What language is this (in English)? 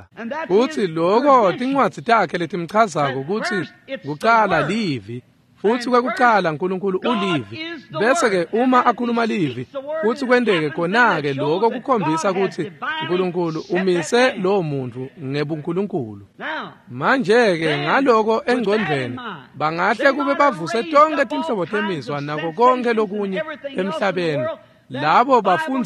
Swati